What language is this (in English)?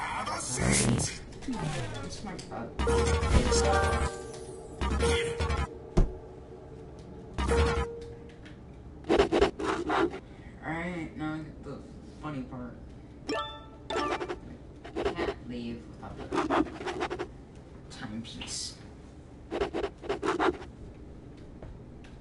English